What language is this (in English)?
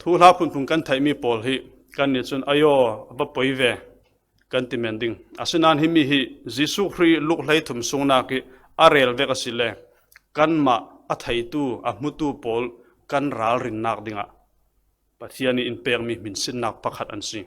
Falam Chin